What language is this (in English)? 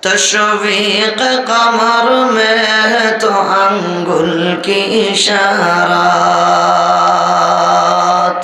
Sylheti